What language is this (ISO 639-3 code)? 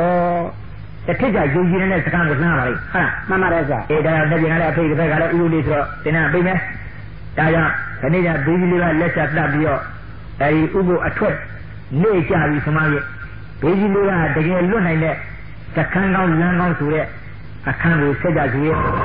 mya